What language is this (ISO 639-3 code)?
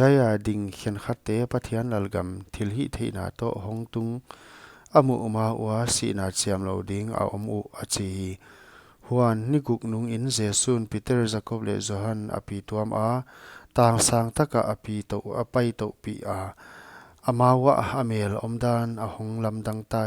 pck